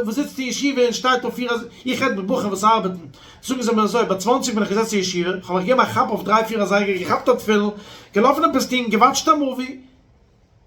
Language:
Yiddish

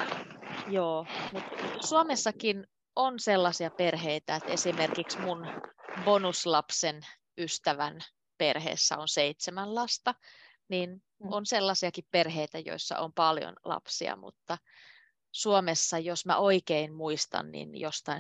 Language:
Finnish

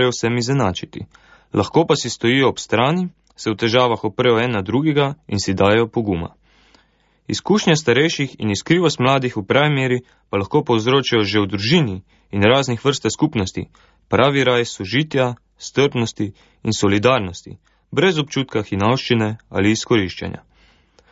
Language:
Slovenian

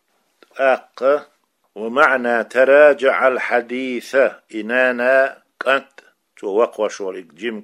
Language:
Chechen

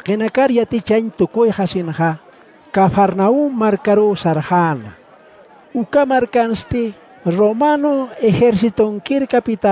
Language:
Aymara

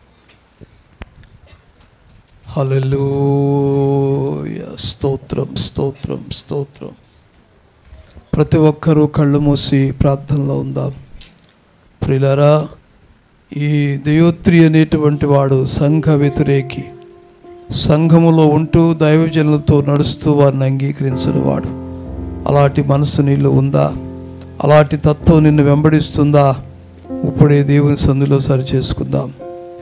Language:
Telugu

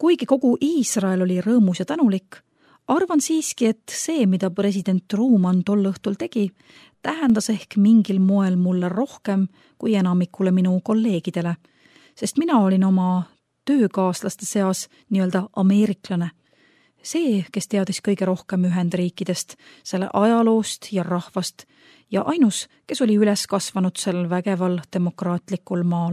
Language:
Estonian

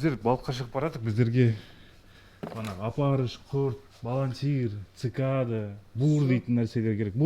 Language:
Kazakh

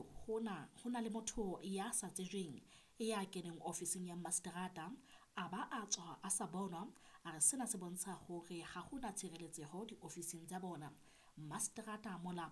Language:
Southern Sotho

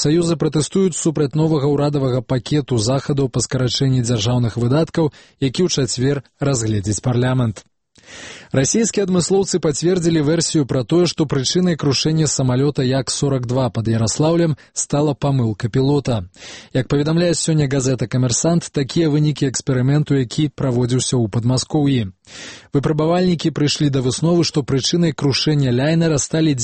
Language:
Belarusian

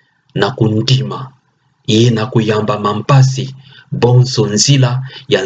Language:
Kituba (Democratic Republic of Congo)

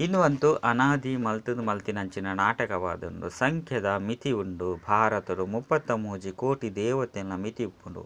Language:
Tulu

